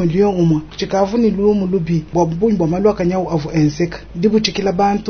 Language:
Luba-Lulua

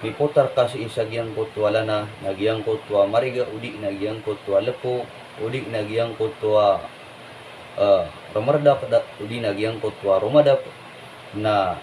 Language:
Maranao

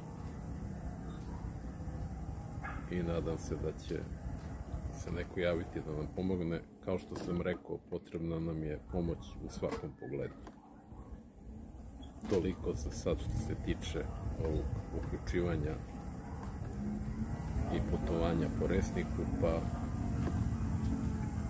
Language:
Serbian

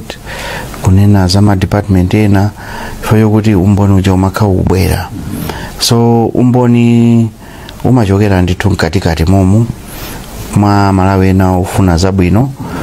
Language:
Nyanja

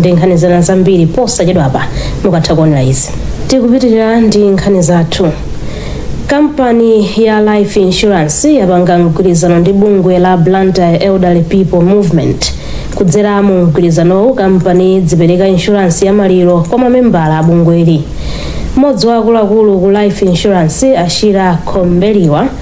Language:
Nyanja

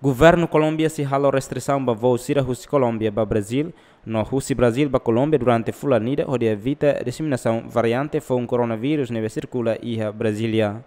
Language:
Tetum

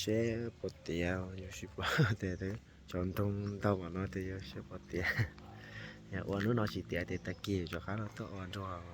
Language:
Hmong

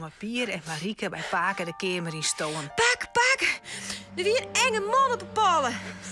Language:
Western Frisian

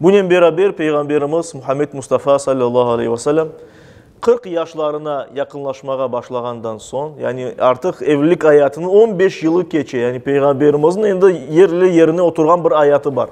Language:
Crimean Tatar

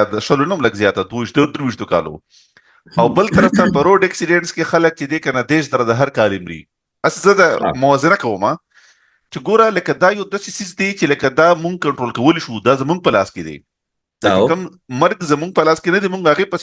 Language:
Pashto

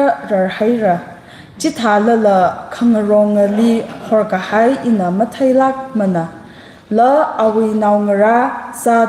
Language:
Tangkhul Naga (India)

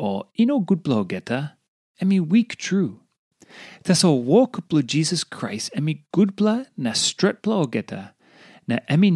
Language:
Tok Pisin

